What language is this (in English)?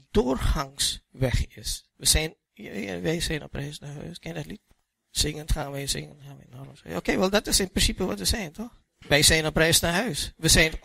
Dutch